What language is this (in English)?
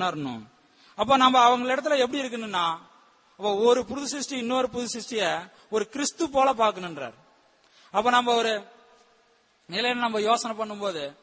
Tamil